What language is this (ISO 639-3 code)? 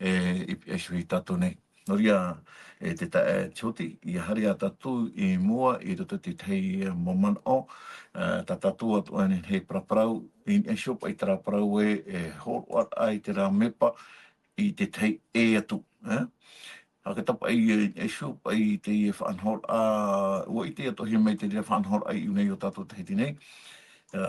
tah